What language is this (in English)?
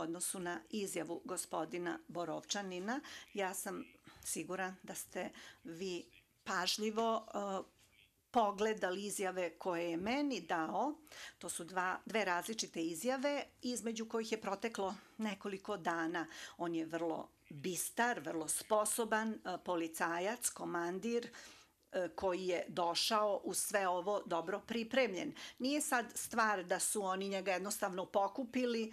Serbian